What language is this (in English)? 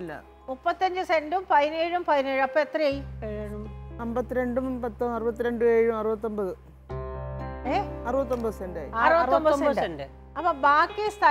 Malayalam